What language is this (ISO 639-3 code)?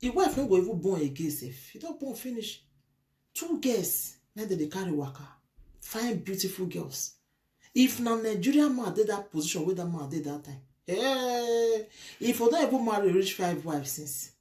pcm